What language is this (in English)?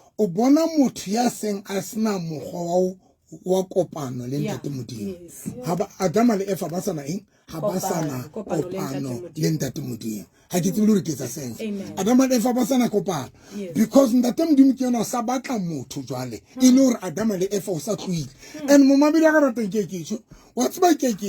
Southern Sotho